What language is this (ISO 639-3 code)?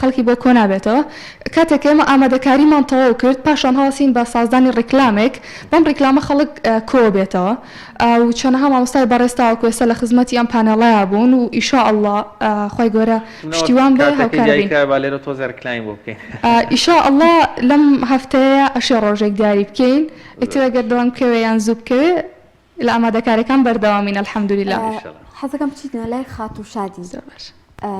ckb